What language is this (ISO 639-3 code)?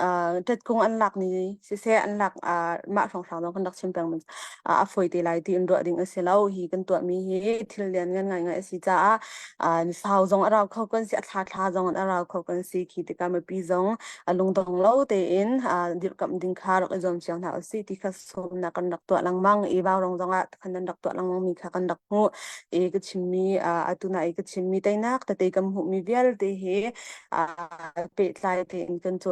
cnh